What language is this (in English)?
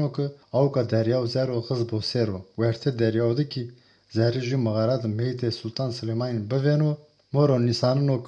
Zaza